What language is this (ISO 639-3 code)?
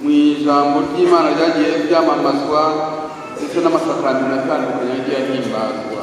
kin